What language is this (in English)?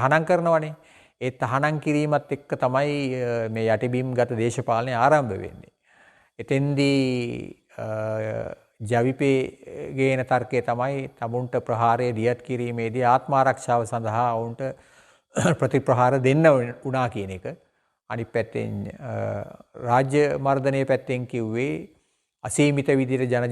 Sinhala